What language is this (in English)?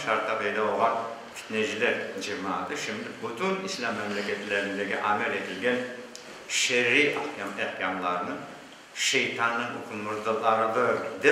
Crimean Tatar